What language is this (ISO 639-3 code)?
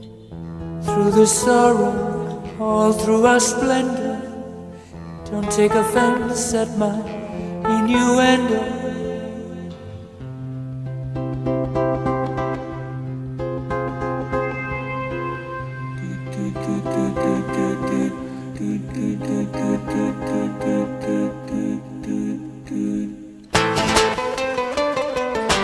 eng